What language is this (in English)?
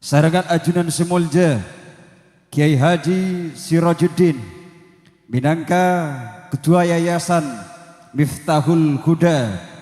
Madurese